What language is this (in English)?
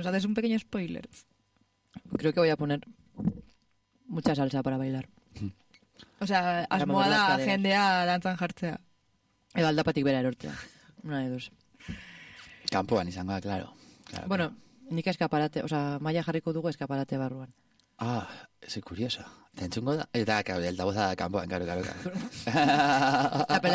Basque